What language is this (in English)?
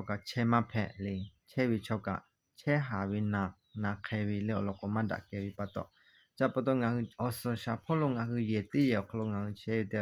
Lahu